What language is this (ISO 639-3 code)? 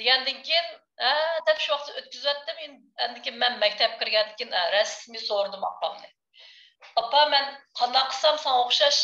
uig